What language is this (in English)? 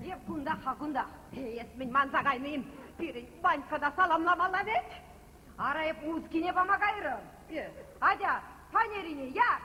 Chuvash